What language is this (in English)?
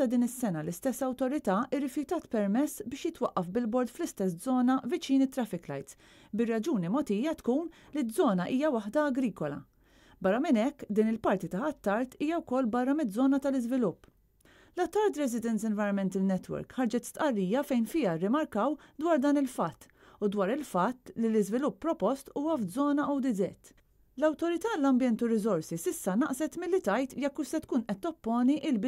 Maltese